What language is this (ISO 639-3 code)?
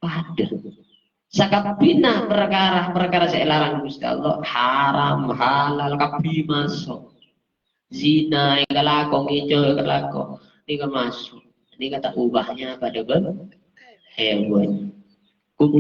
mad